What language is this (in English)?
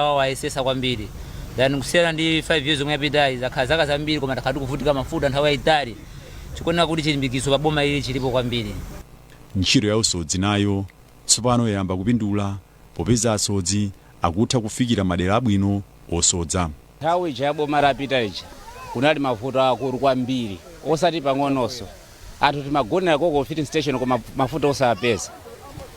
Nyanja